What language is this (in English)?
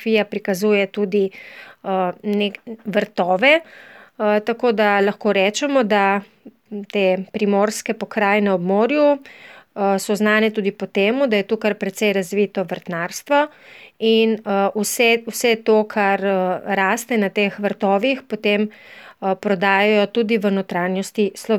Slovenian